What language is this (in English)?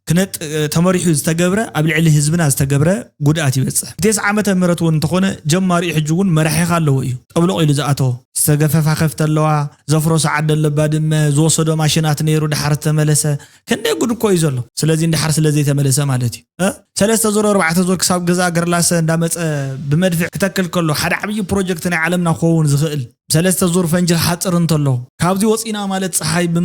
Tigrinya